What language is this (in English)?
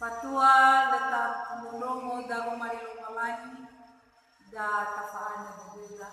Nias